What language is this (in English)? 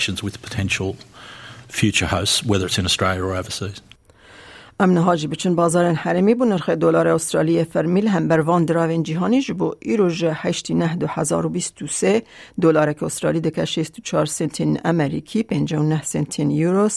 Kurdish